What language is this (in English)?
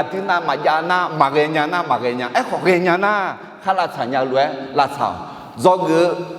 Akha